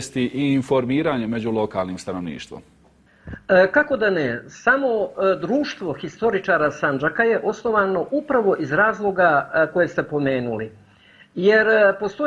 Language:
Bosnian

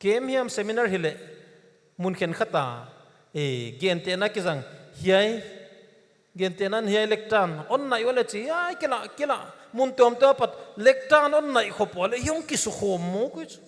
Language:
Paite Chin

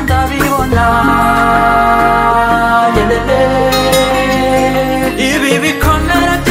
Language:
Kinyarwanda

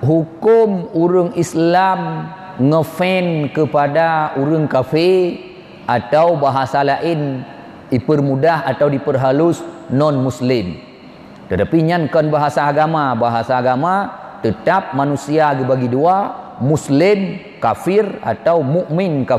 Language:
Achinese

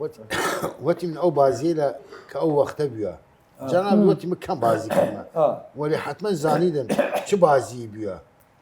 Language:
Southern Kurdish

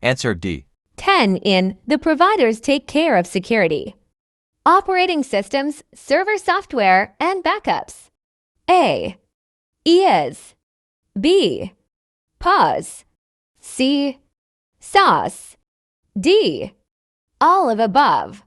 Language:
English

